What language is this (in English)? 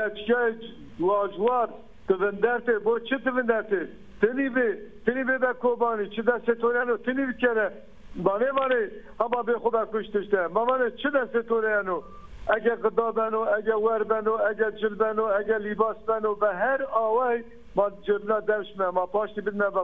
Zaza